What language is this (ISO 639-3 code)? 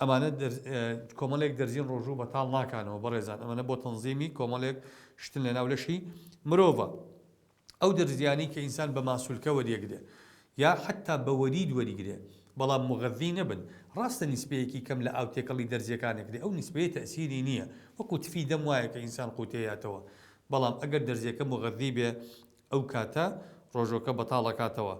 ckb